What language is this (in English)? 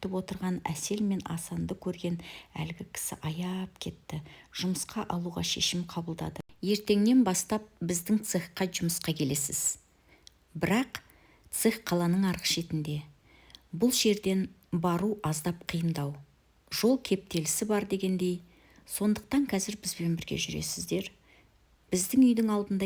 Kazakh